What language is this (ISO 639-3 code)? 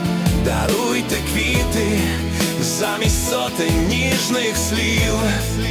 ukr